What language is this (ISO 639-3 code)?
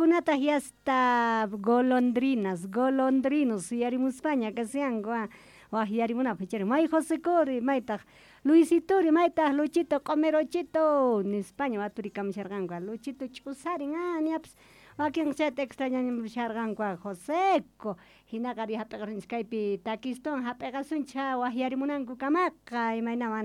que